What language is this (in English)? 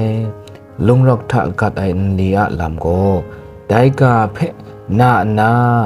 Kachin